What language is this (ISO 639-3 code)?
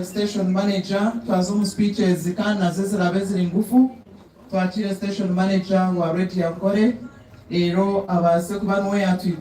nyn